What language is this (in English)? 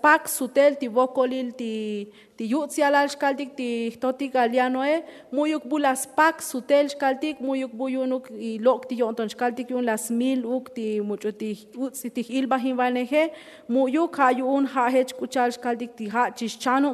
Tzotzil